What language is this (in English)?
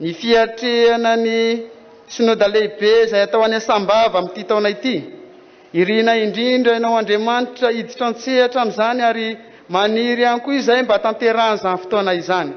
Malagasy